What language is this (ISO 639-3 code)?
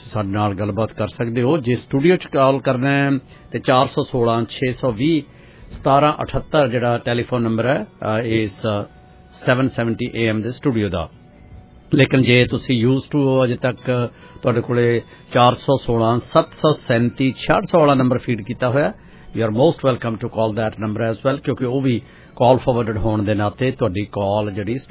pan